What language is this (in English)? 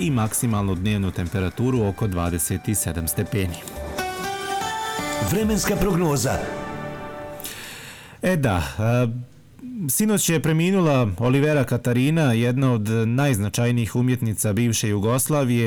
Bosnian